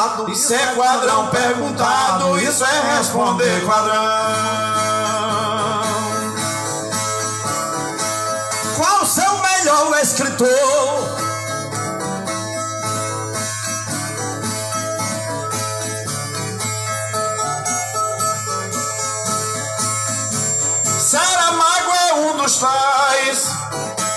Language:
Portuguese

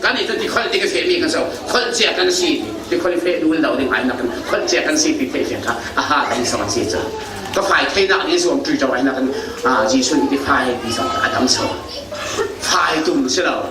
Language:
Falam Chin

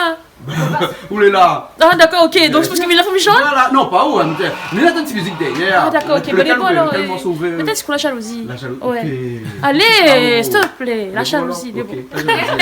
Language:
Réunion Creole French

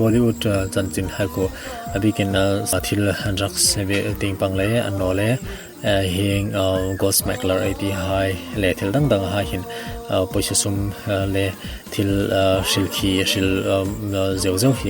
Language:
Hmar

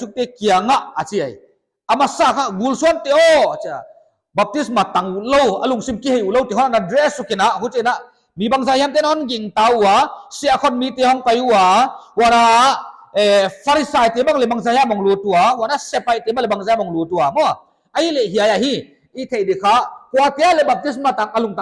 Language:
Paite Chin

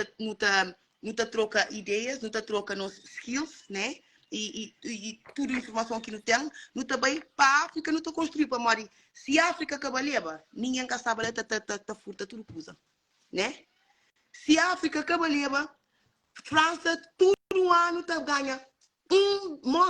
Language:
Kabuverdianu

